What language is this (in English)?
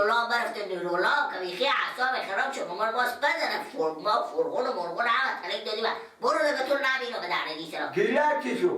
Persian